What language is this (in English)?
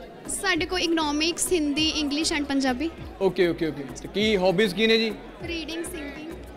Punjabi